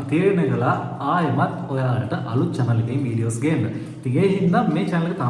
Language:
Sinhala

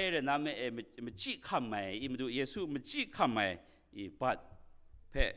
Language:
Kachin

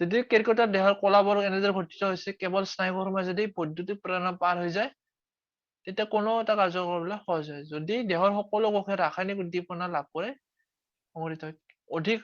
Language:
Assamese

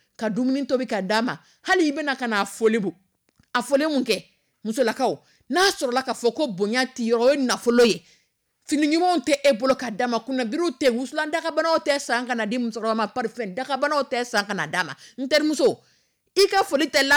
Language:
Dyula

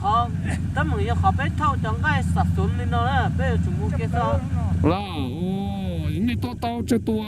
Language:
Hmong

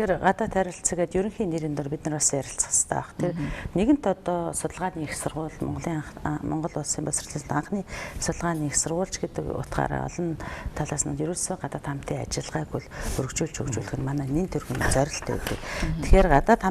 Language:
Mongolian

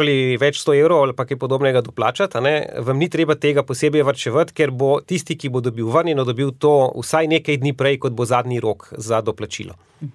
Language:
Slovenian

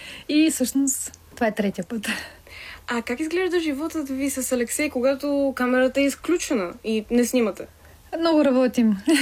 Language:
Bulgarian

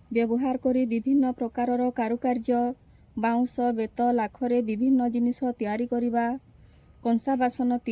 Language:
Odia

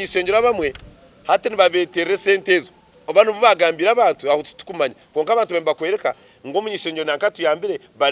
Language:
Nyankole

